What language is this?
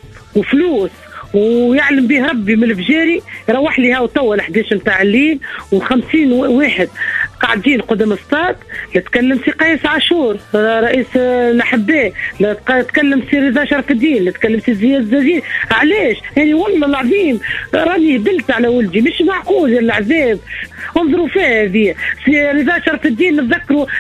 Tunisian Arabic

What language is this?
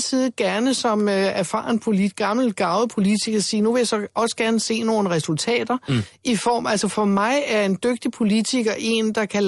Danish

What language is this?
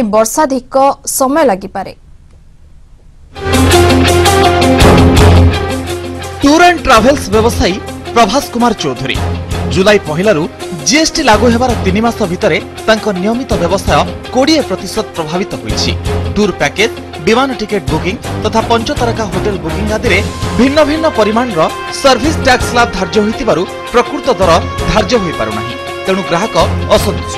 Odia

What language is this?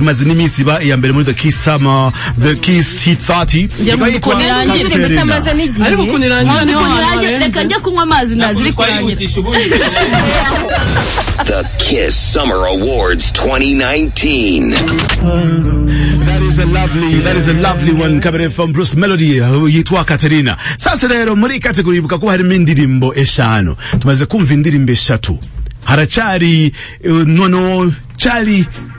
Kinyarwanda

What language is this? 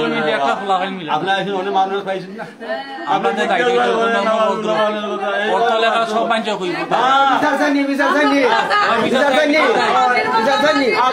Sylheti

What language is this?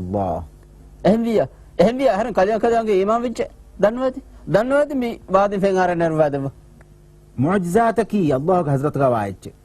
Divehi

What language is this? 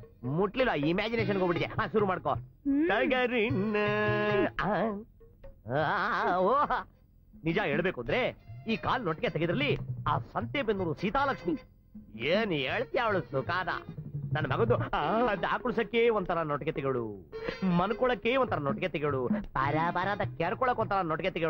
Kannada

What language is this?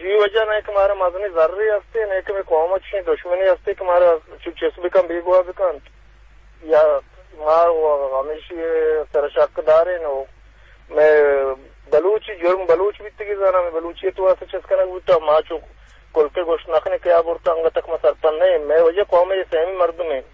Eastern Balochi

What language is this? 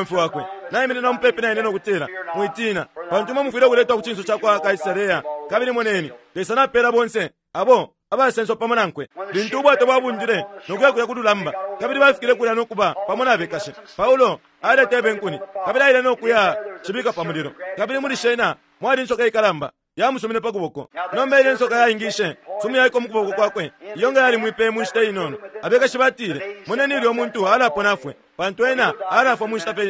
Bemba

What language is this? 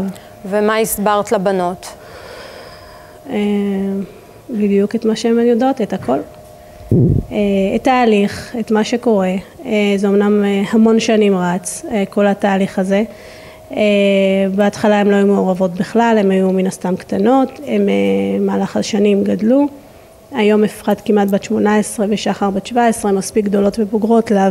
Hebrew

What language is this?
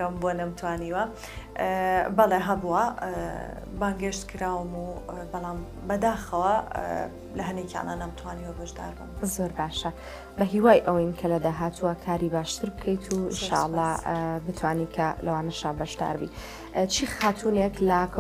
Central Kurdish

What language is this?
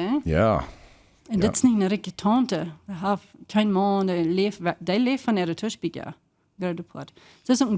Plautdietsch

